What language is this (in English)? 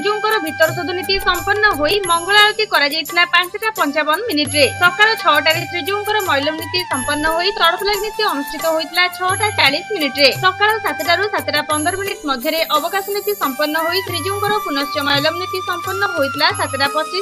Odia